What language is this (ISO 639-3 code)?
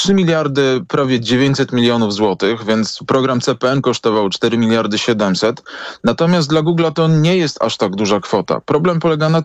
pol